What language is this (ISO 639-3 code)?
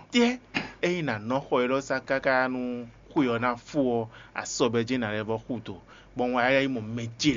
fon